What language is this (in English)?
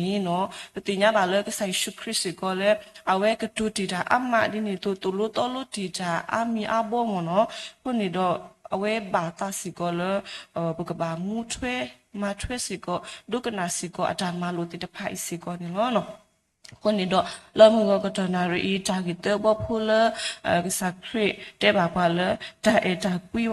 S'gaw Karen